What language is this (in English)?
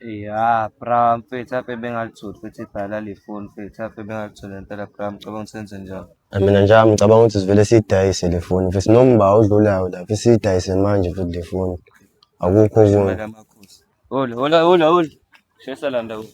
Zulu